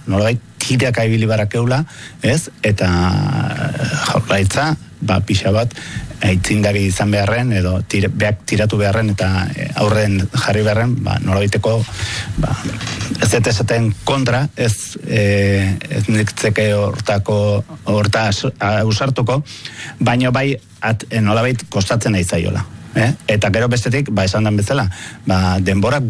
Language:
Basque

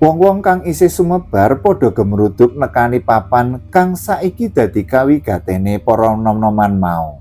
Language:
Javanese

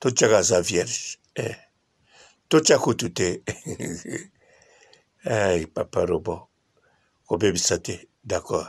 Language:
Lingala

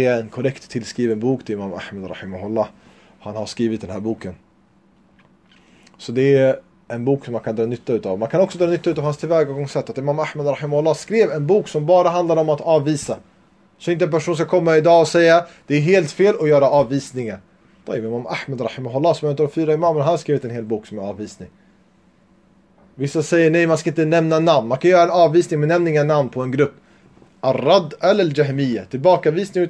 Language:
Swedish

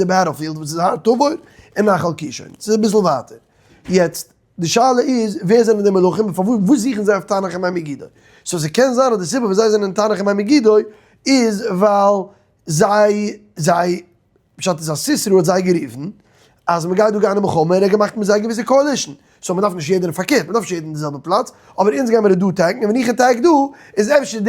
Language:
Yiddish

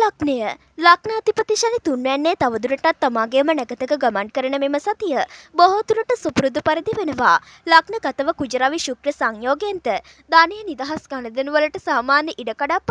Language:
Sinhala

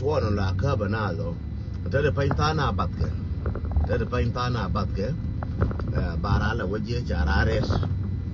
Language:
Nuer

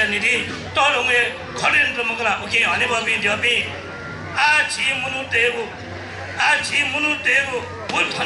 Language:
Newari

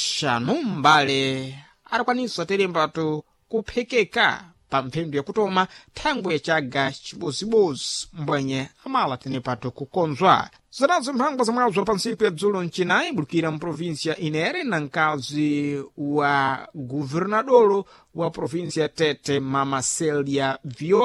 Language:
Sena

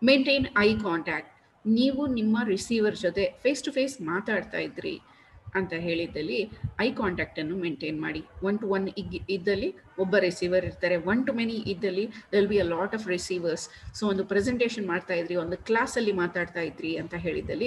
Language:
Kannada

